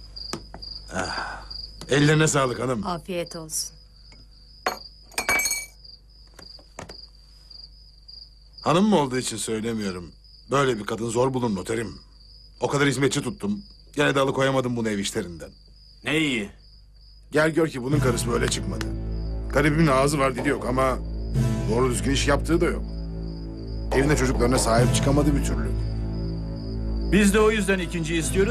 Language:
Turkish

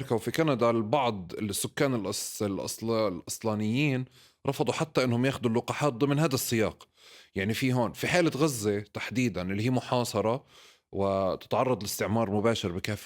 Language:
North Levantine Arabic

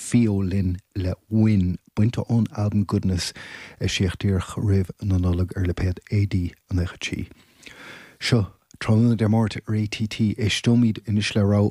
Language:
Irish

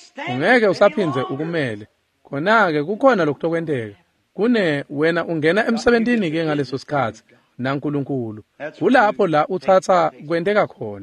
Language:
Swati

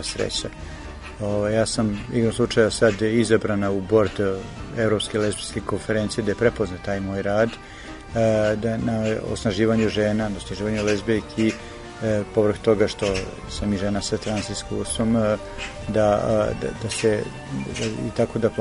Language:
Serbian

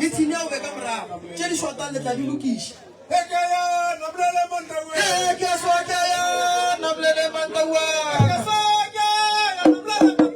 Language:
Northern Sotho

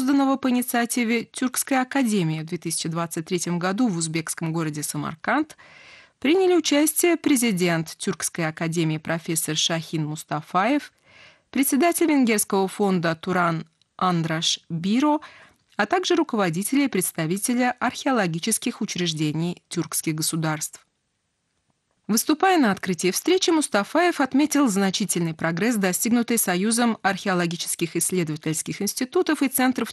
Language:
Russian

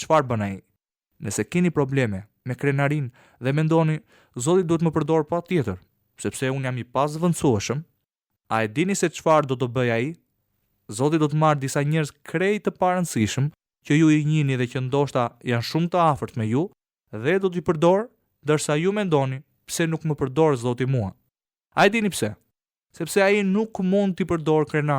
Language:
Albanian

